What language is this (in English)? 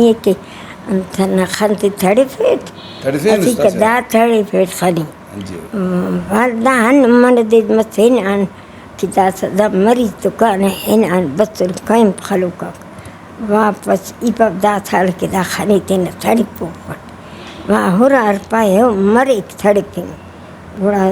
Brahui